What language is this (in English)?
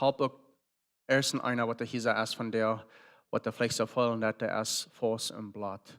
Plautdietsch